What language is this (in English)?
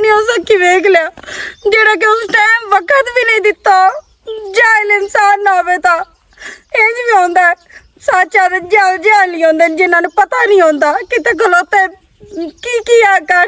Western Panjabi